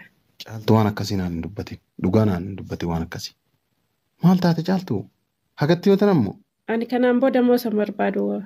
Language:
Oromo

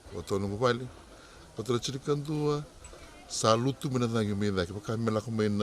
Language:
Fijian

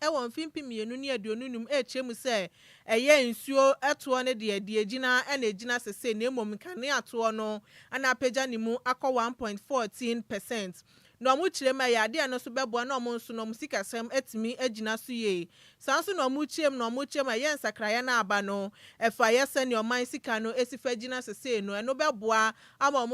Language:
Akan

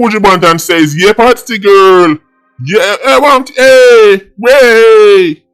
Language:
Jamaican Creole English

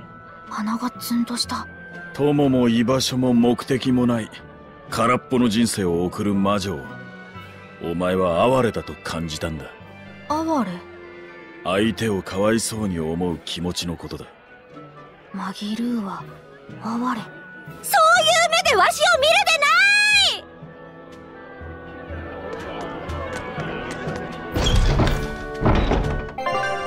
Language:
Japanese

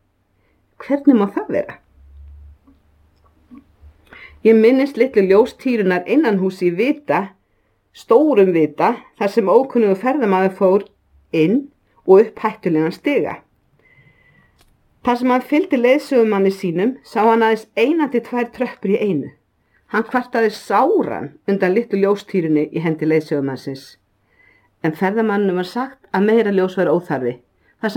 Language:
Icelandic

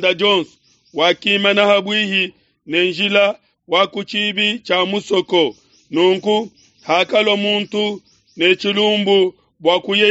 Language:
Luba-Lulua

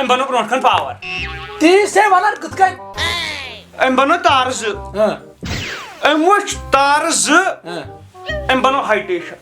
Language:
Kashmiri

